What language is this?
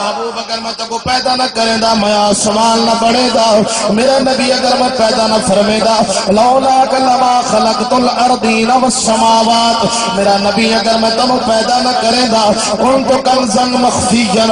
Saraiki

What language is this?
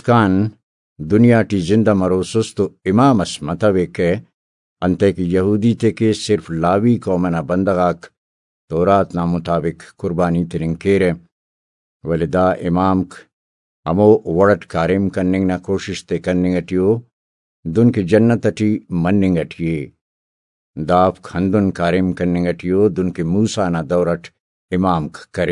Brahui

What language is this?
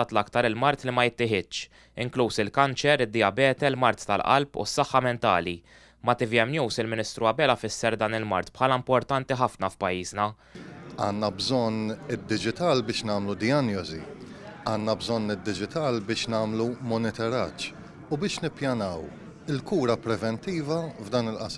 Maltese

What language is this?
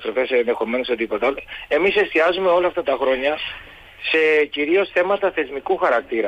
Greek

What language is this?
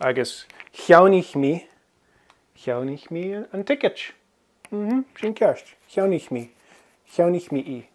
Scottish Gaelic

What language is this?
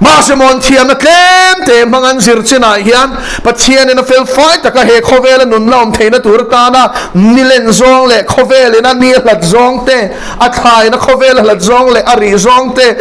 Mizo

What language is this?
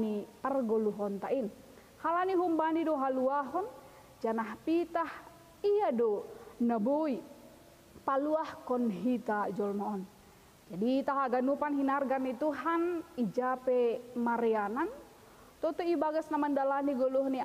Batak Simalungun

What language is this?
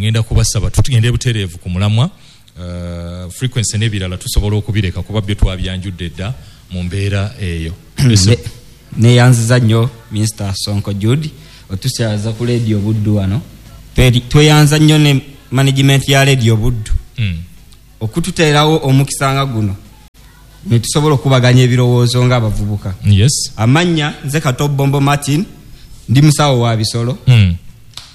Ganda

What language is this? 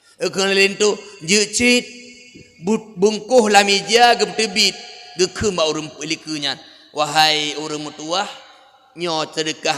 Achinese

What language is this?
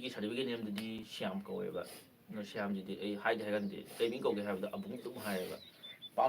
Manipuri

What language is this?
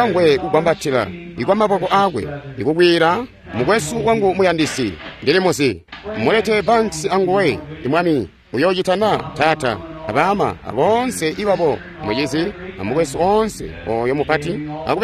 Tonga (Zambia)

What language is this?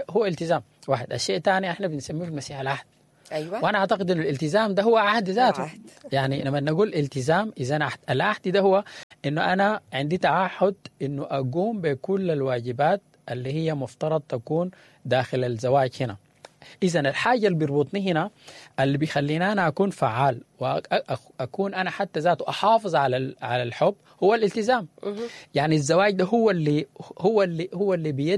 Sudanese Arabic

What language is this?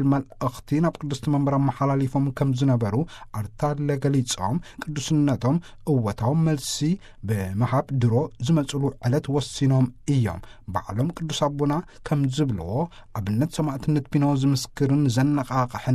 Tigrinya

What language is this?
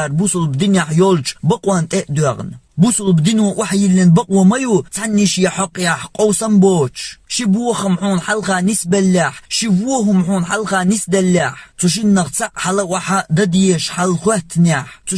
Chechen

